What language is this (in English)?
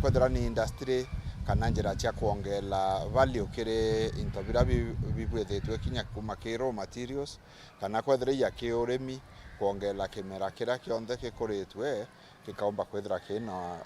Meru